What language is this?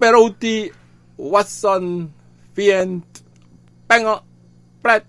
Sranan Tongo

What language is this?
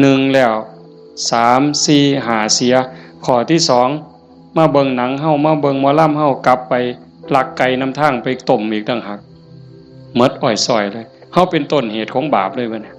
Northeastern Thai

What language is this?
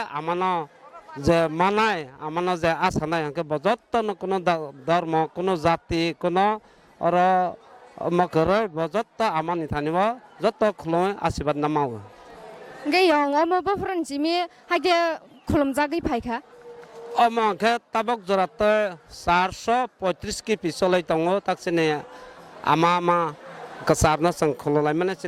Kok Borok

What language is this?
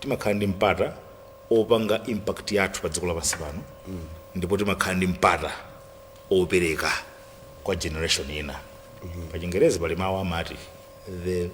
Nyanja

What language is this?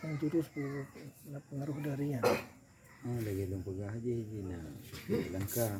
Achinese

